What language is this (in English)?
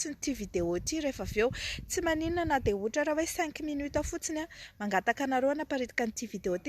Malagasy